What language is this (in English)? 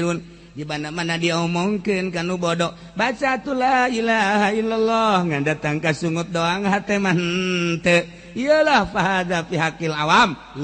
Sundanese